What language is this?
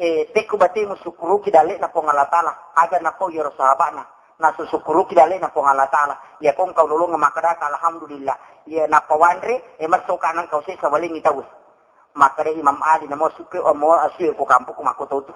Buginese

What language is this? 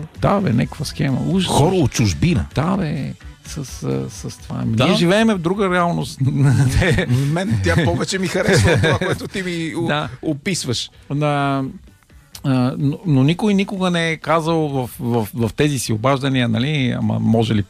Bulgarian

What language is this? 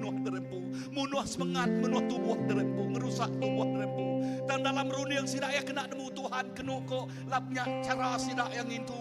Iban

